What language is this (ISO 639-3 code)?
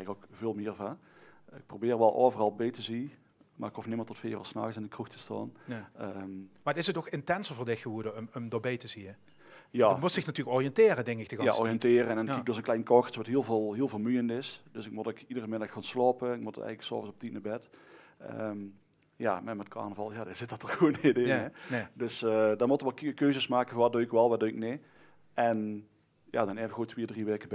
lim